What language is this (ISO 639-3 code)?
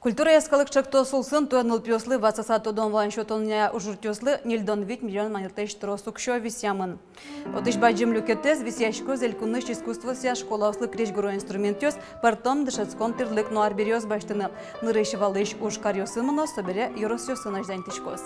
udm